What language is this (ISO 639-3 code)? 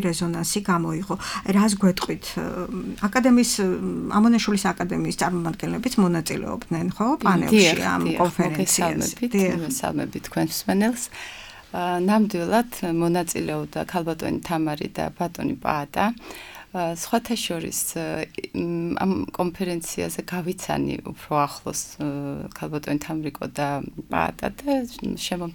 kat